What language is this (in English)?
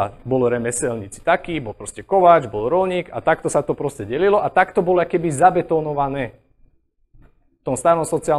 Slovak